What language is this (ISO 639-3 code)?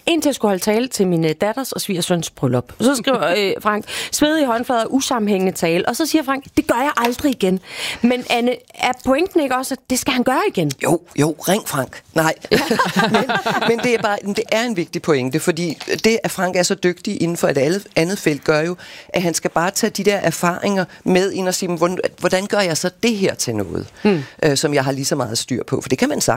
dan